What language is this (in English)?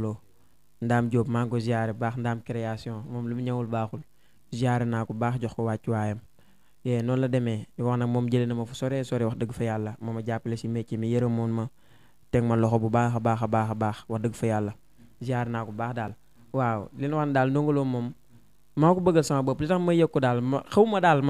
Wolof